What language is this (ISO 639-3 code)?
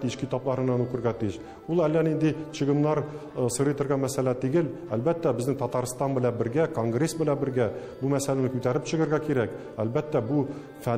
tat